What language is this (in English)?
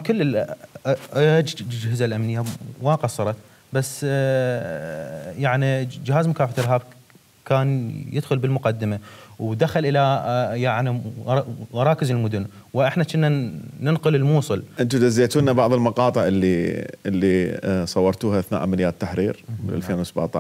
Mesopotamian Arabic